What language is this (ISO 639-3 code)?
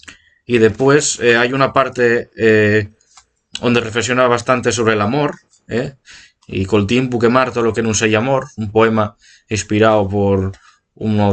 ast